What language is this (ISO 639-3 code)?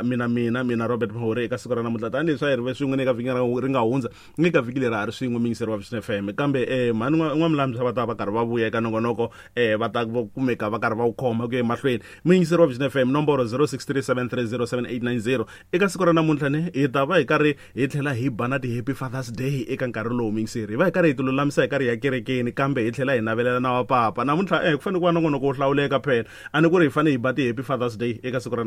tso